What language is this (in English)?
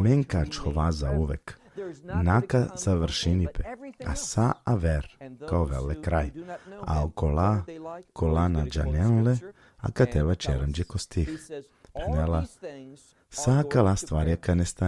Balkan Romani